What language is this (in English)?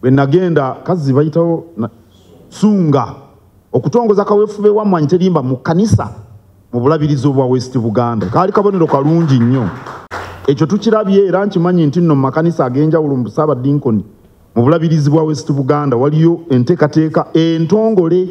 Ganda